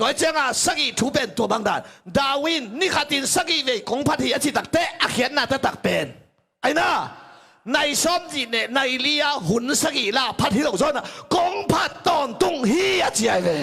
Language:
Tedim Chin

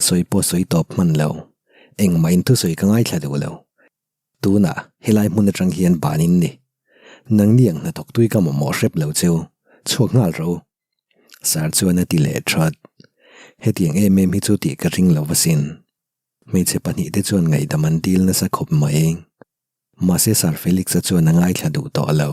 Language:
Mizo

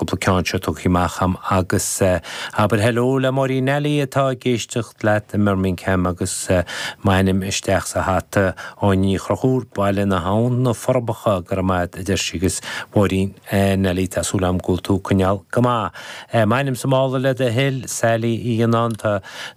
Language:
Irish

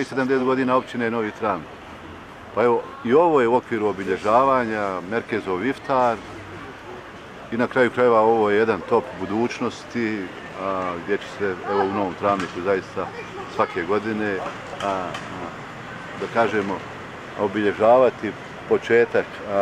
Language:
Bosnian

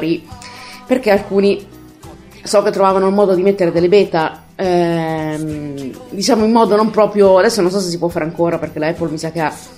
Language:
Italian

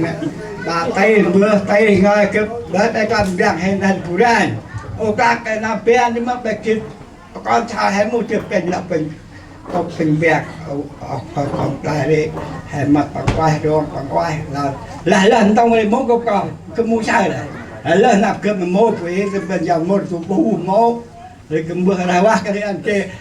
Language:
Central Mnong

